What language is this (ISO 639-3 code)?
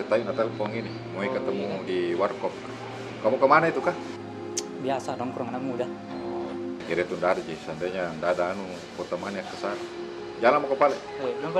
mfp